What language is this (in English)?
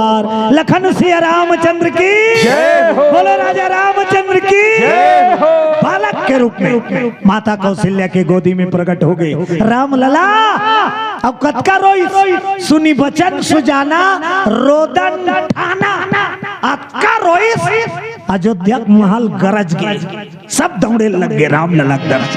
Chhattisgarhi